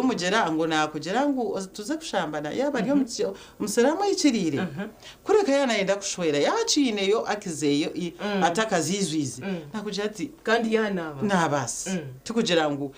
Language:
Nyankole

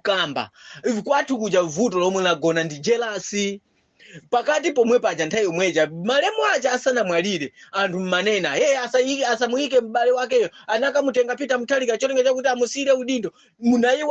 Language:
Nyanja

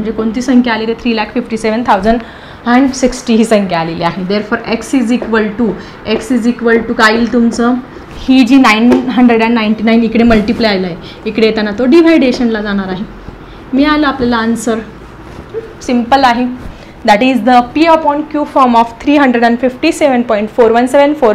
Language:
Marathi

